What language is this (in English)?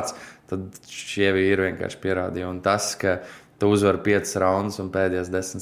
Latvian